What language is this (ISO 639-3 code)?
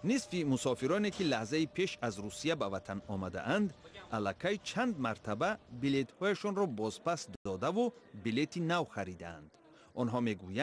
tgk